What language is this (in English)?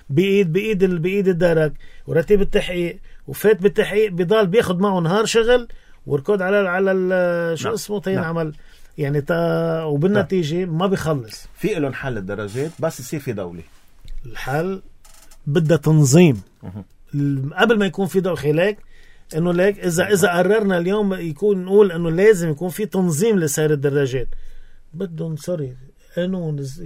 North Levantine Arabic